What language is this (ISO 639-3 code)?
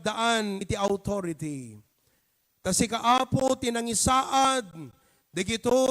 ilo